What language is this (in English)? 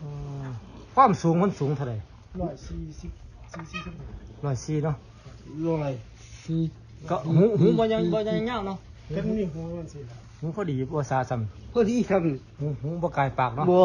Northeastern Thai